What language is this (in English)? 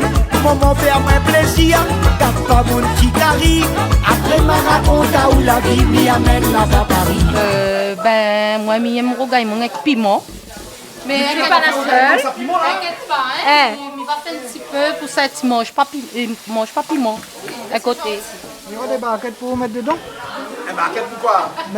Réunion Creole French